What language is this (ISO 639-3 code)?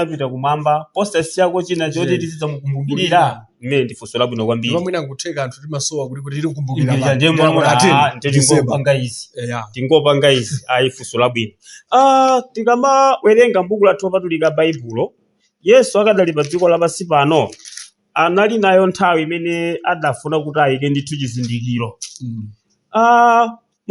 nya